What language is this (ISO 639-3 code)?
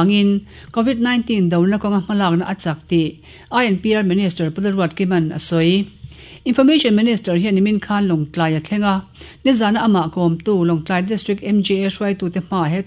lus